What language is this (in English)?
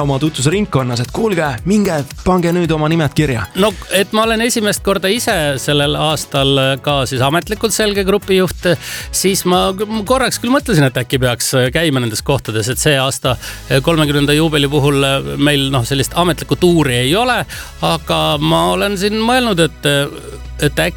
Estonian